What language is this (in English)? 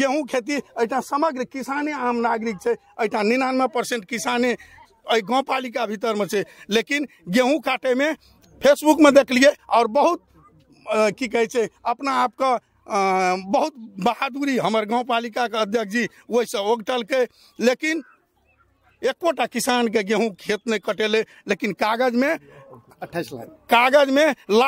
Maithili